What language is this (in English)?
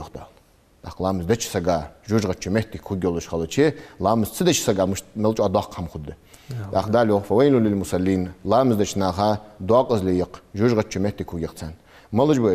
Ingush